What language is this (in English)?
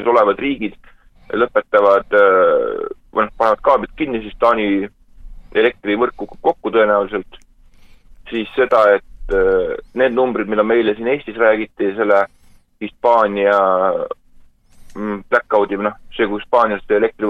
Estonian